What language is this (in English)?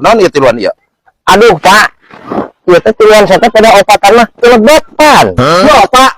Sundanese